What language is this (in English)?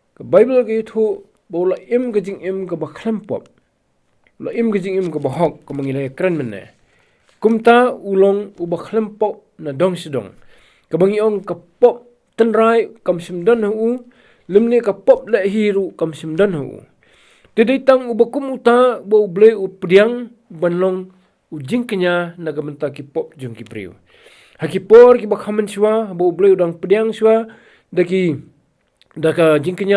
Khasi